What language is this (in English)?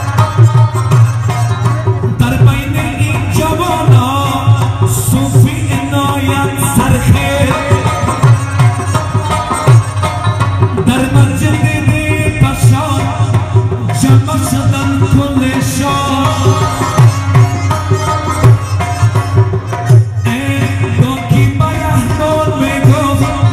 Persian